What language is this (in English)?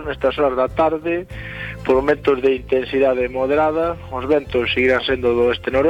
Galician